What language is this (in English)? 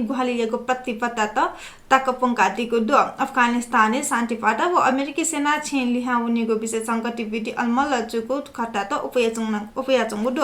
Newari